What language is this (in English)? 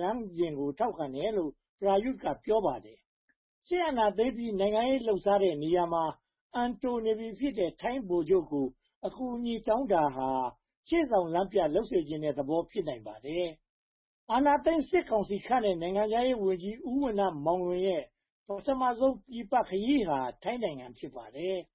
Burmese